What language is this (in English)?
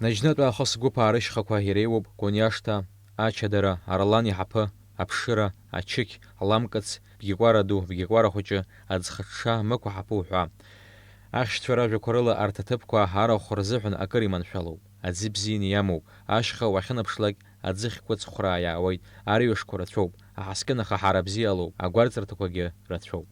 Abkhazian